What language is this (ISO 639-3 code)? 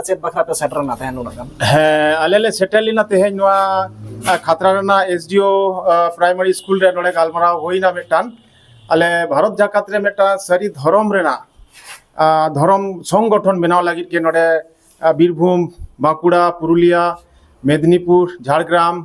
sat